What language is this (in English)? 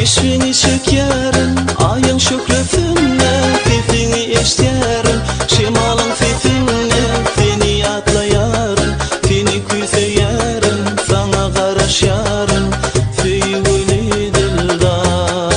Turkmen